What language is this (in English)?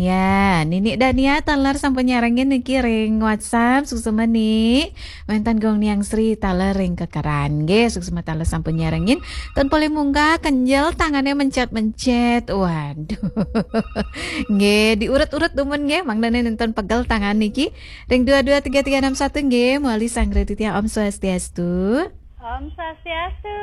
Balinese